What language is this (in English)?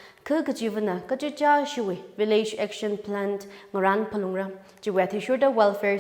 Tangkhul Naga (India)